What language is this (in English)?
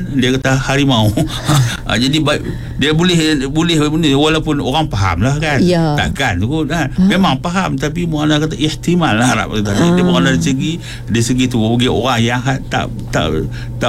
Malay